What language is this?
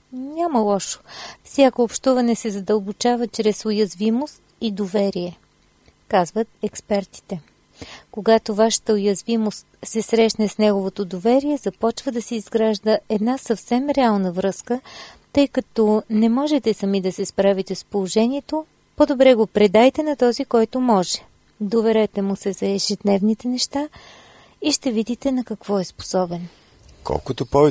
Bulgarian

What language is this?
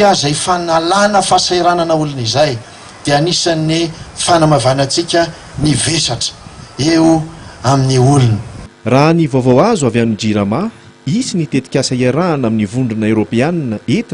Malagasy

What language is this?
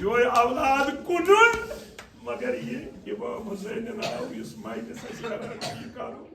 Kashmiri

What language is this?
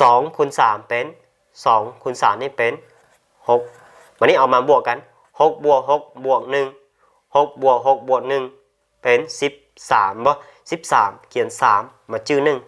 Lao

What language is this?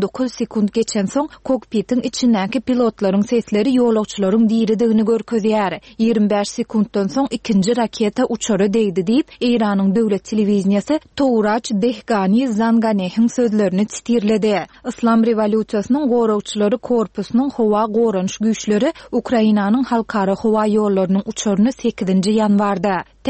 Turkmen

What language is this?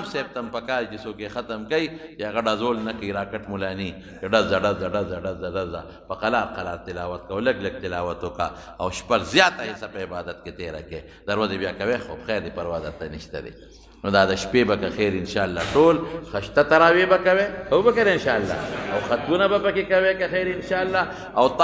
Pashto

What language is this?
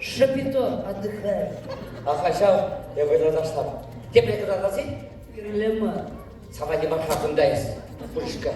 Chuvash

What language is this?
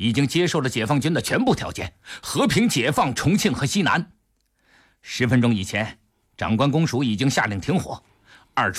Chinese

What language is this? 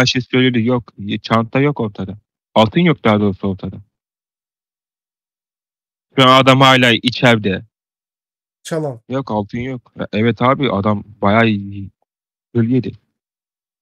Turkish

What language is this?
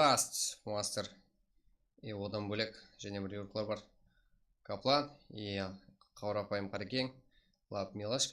Kara-Kalpak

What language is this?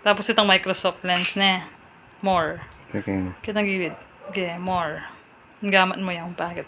Pampanga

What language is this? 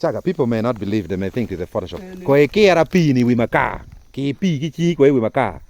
Acoli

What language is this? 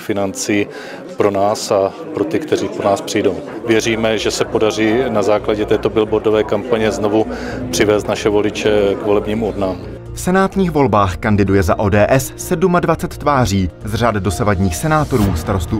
Czech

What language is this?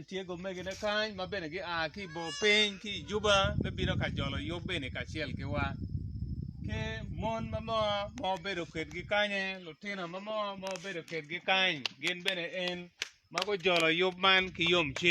Acoli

